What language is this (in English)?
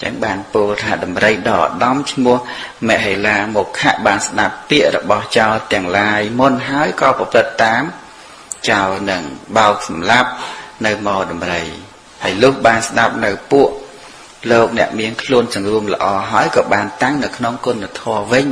Khmer